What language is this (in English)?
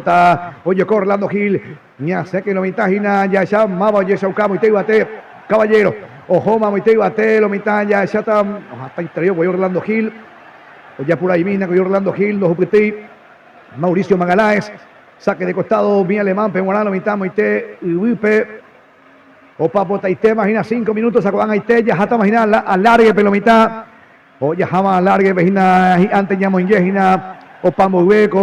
Guarani